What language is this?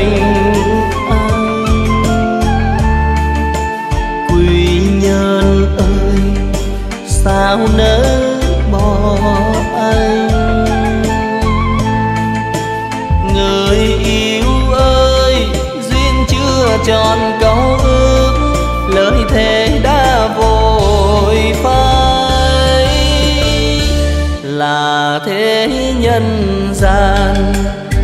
Vietnamese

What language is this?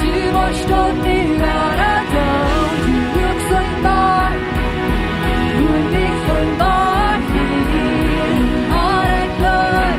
Plautdietsch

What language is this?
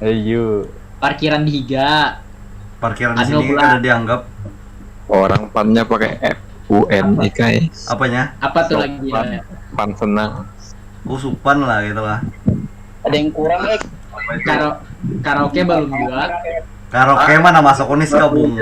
Banjar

